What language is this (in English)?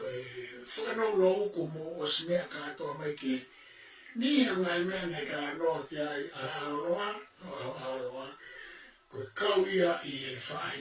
Tongan